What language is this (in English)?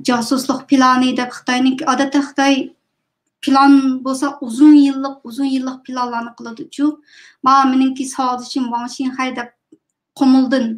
Uyghur